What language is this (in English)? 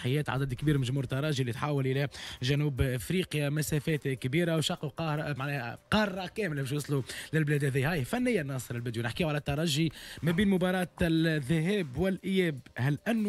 Tunisian Arabic